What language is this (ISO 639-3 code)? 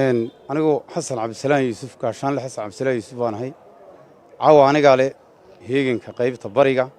som